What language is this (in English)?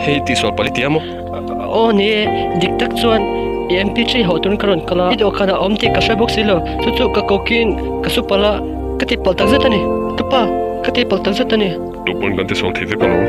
Mizo